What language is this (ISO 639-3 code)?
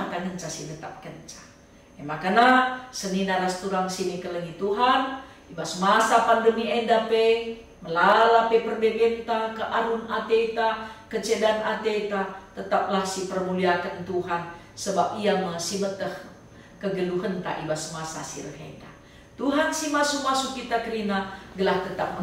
btx